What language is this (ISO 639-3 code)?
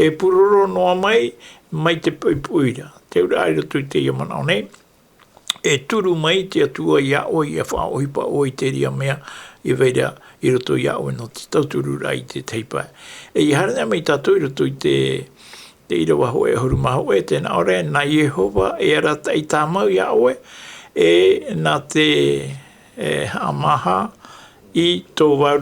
tah